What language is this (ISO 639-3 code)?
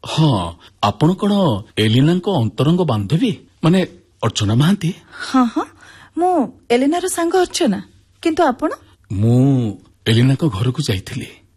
ori